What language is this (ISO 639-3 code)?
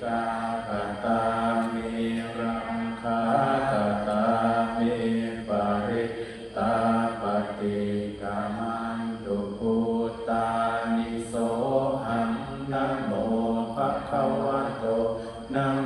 pli